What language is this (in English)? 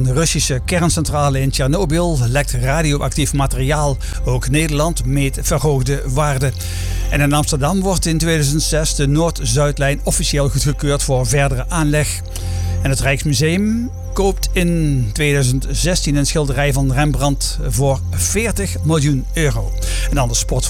Dutch